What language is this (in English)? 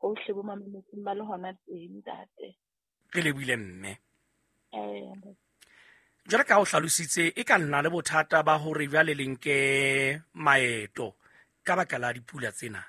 Southern Sotho